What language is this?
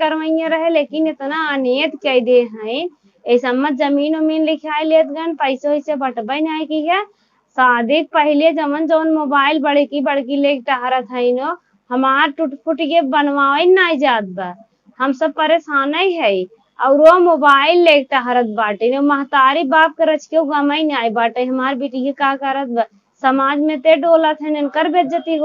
Awadhi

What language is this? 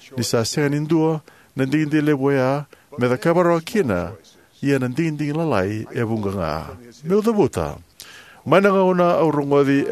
Fijian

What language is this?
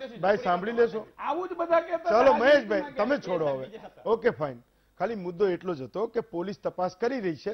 Gujarati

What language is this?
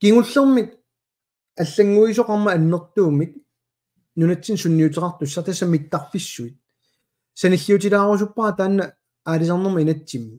Kalaallisut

